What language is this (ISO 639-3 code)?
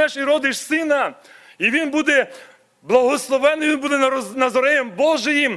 ukr